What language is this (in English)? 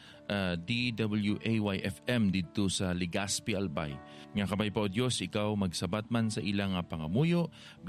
Hiligaynon